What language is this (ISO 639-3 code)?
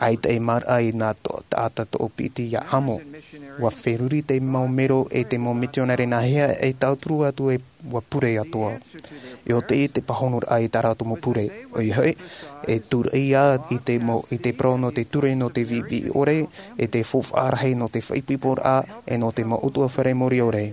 tah